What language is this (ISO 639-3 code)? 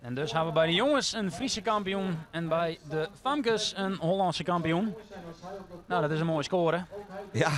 fry